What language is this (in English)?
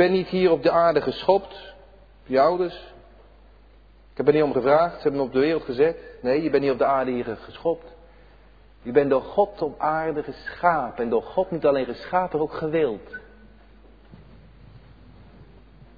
Dutch